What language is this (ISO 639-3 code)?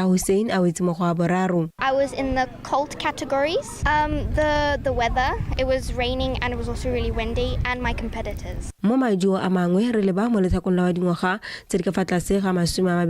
tsn